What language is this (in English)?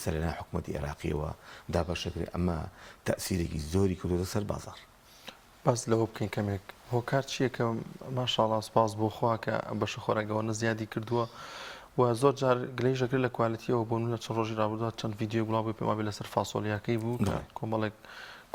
Central Kurdish